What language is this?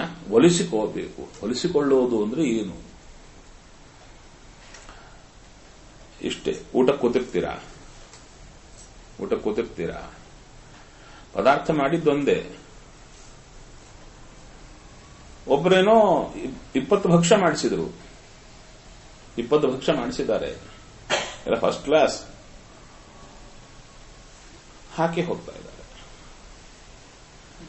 Kannada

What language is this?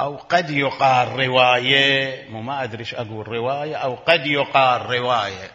Mesopotamian Arabic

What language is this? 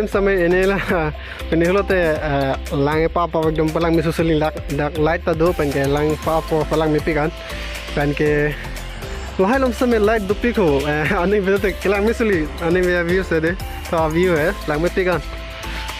Karbi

